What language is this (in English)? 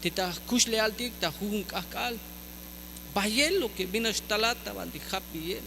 Tzeltal